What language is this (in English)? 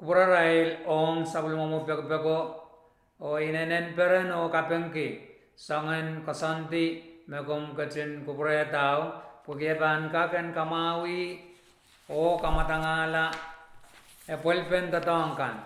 Pohnpeian